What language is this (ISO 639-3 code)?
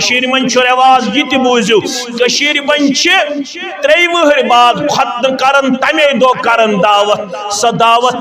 kas